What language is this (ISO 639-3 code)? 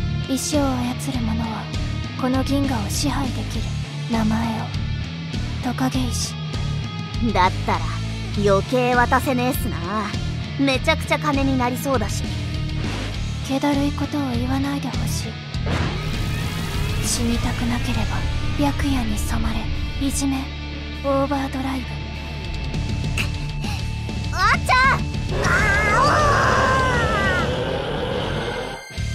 jpn